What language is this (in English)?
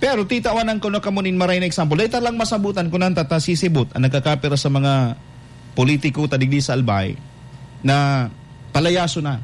Bikol